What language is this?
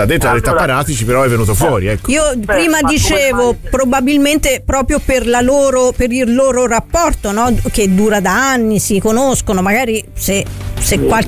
Italian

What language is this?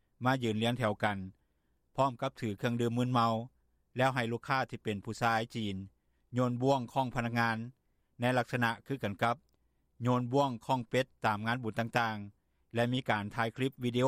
Lao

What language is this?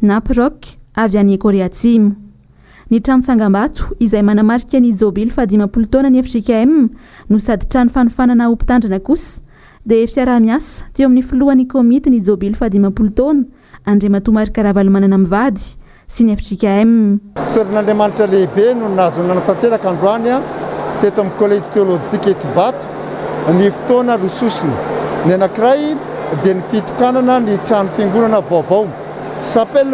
Malagasy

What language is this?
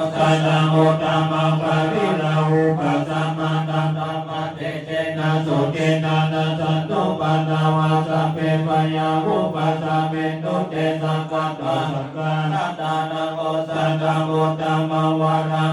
Pali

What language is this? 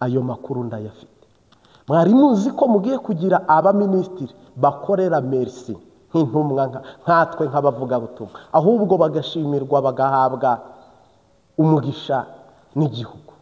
Kinyarwanda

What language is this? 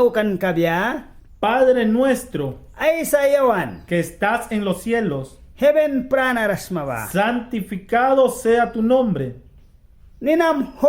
Mískito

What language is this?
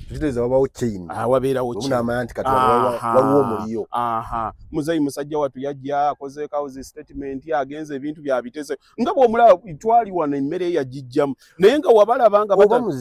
Ganda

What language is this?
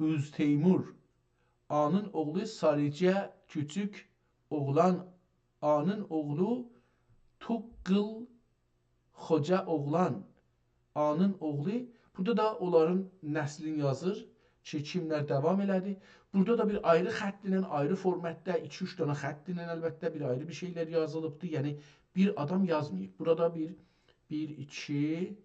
South Azerbaijani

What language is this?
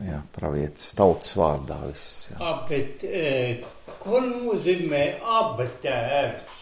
Latvian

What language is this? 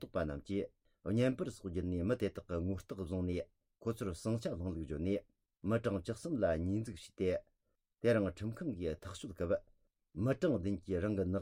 Tibetan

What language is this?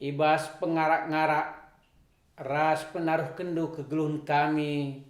Batak Karo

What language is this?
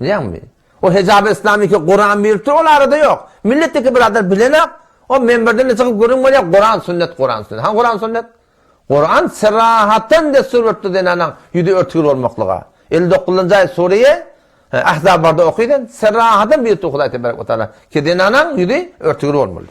Turkmen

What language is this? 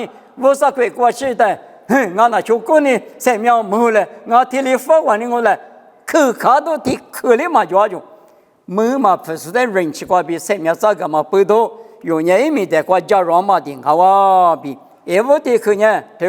Lisu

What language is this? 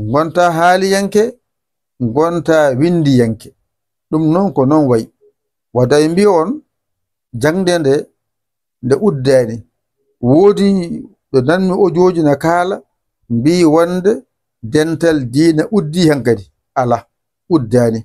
Fula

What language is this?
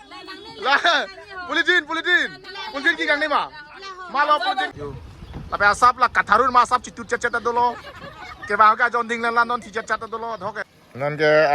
Karbi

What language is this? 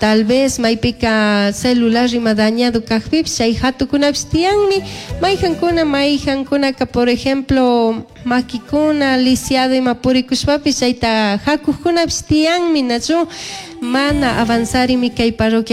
Chimborazo Highland Quichua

